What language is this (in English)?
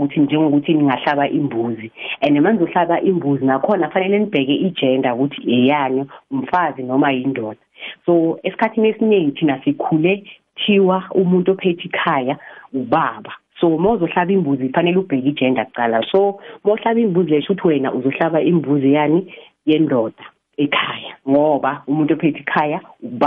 South Ndebele